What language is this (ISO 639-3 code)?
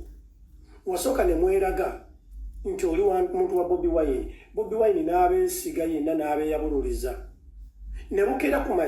lug